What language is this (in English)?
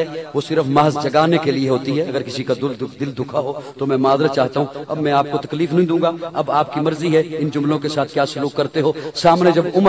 Urdu